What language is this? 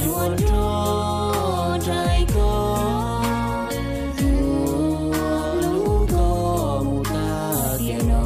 Hmong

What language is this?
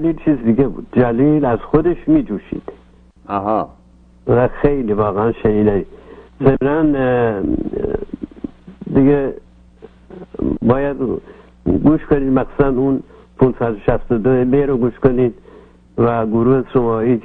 Persian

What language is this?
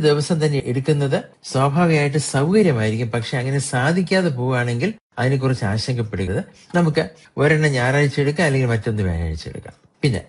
Malayalam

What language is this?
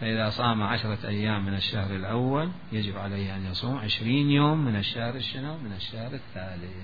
Mesopotamian Arabic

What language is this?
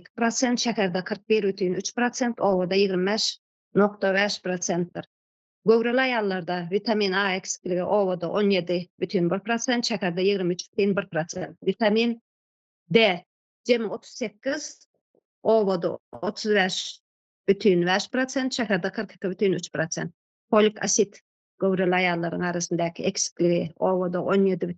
Turkmen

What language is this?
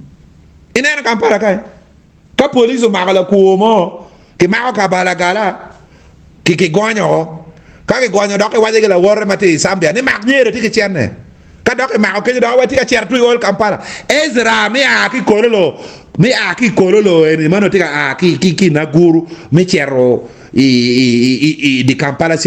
Acoli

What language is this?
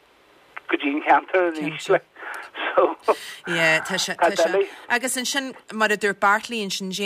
Irish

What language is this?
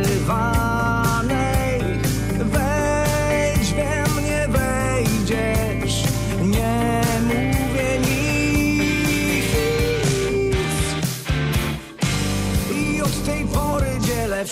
Polish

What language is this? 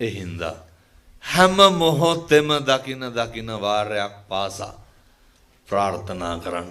Sinhala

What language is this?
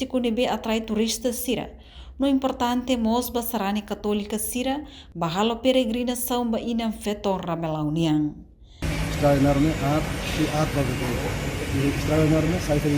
Tetum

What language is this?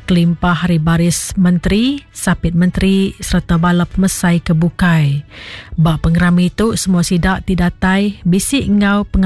Iban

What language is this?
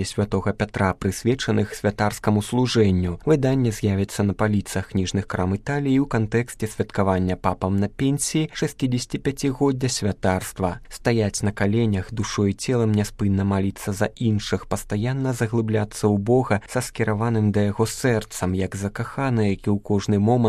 Belarusian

